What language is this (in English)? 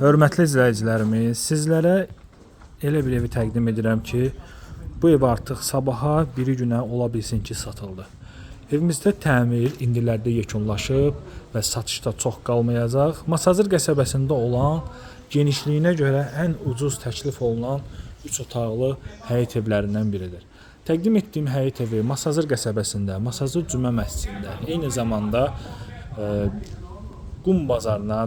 Azerbaijani